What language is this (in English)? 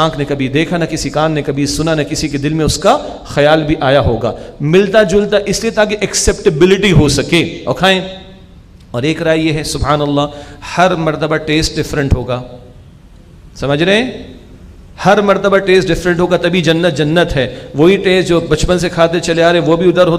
Urdu